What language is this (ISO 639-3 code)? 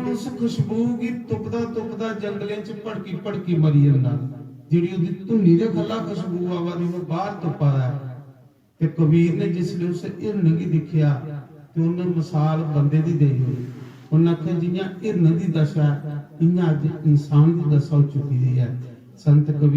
doi